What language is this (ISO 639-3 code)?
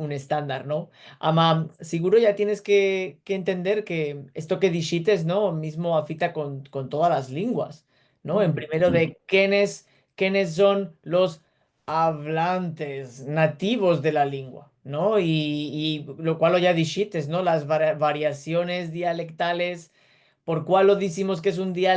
lad